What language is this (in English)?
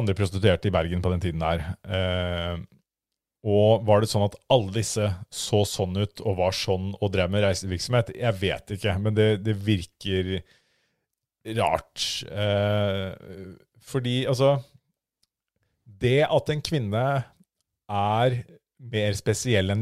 Norwegian